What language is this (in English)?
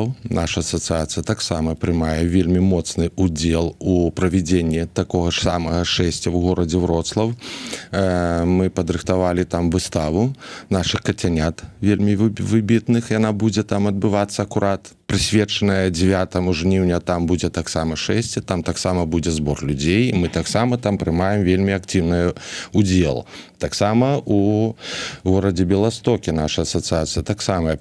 Belarusian